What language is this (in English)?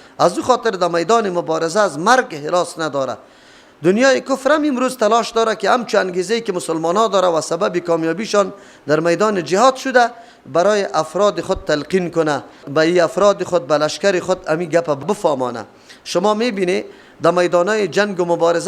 Persian